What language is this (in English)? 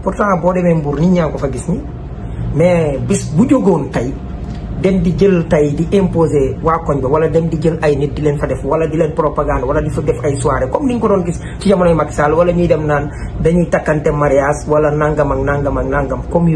Wolof